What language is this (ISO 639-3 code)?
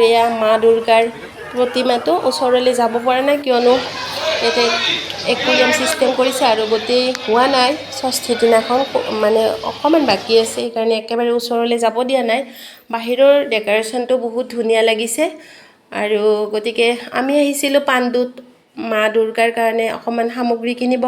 asm